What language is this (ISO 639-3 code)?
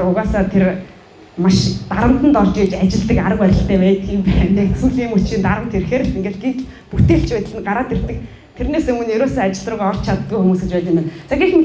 mon